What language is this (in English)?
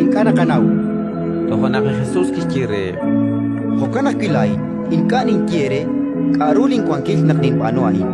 Kekchí